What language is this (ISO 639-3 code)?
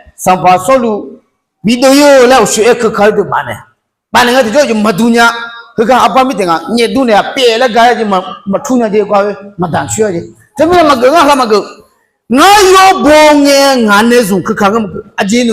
ahk